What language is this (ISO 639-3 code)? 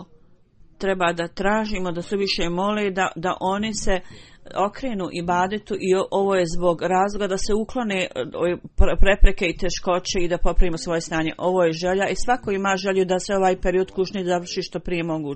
bos